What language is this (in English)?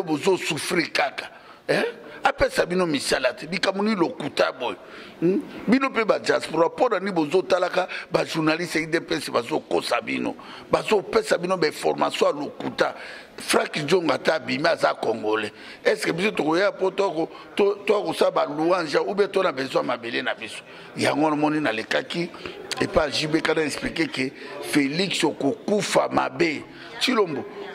Lingala